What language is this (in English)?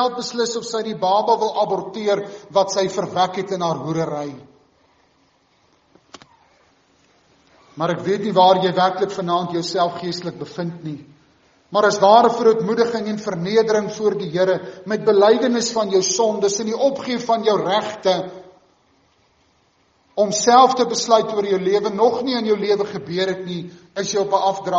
Afrikaans